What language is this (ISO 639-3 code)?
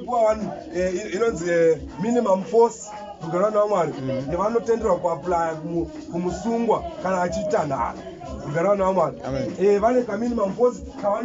sna